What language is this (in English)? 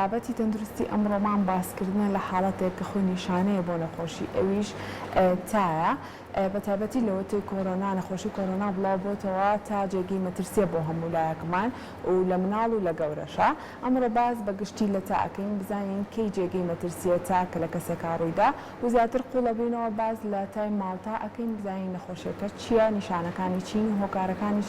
Central Kurdish